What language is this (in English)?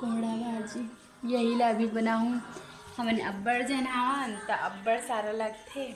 Chhattisgarhi